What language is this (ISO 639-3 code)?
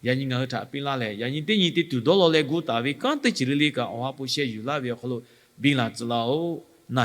lhu